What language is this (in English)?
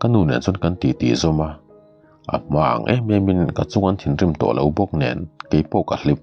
Mizo